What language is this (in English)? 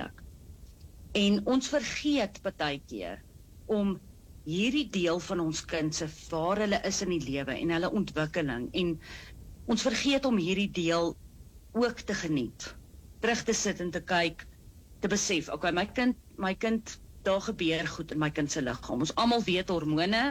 Afrikaans